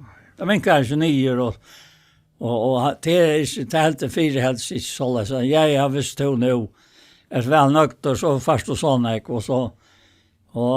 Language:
Faroese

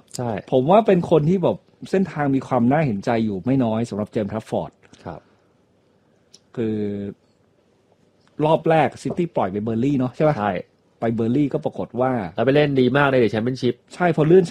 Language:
Thai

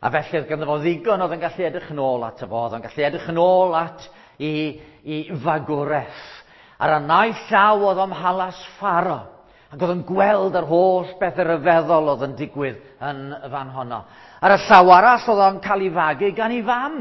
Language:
Welsh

